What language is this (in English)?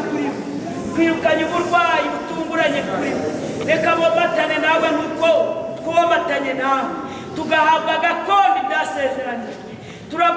Kinyarwanda